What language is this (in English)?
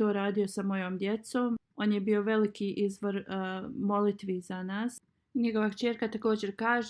Bosnian